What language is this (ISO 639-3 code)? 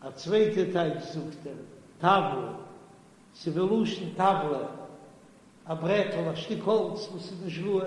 yid